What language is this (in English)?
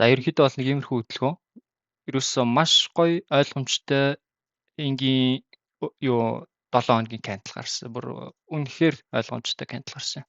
Mongolian